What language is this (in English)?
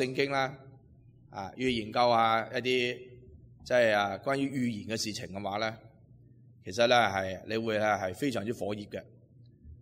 Cantonese